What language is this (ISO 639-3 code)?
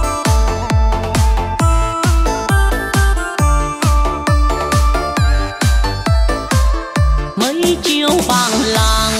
vie